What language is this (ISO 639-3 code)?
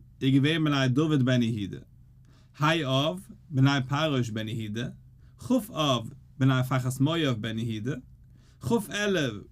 yid